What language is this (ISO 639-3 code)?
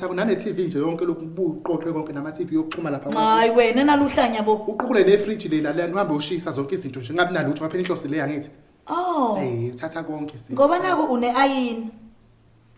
zul